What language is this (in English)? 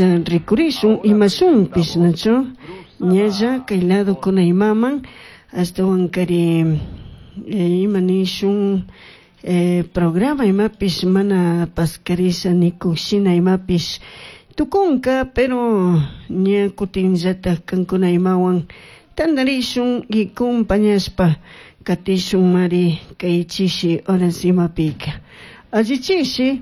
Chimborazo Highland Quichua